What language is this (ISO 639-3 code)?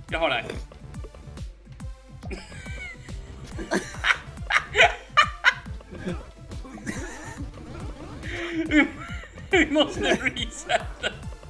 swe